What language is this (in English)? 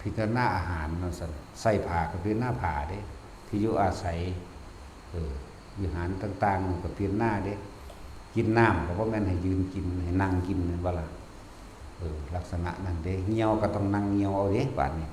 Northeastern Thai